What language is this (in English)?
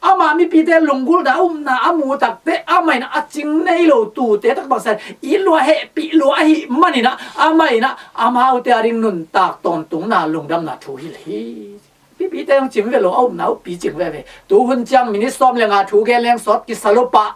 Tedim Chin